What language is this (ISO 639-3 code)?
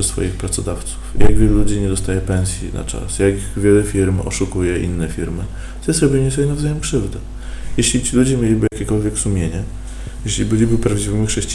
pol